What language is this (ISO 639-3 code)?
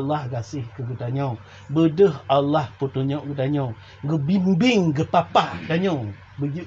ace